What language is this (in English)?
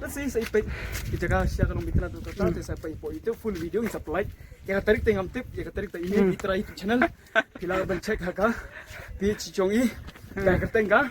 Khasi